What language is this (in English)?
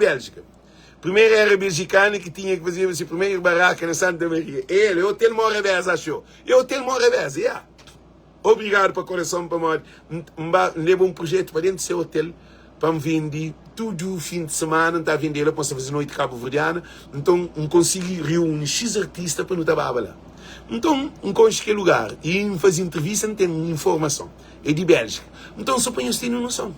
Kabuverdianu